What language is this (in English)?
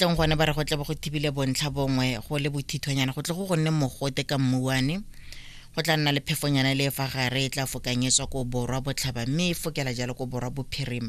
Tswana